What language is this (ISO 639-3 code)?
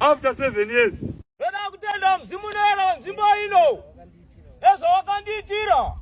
sna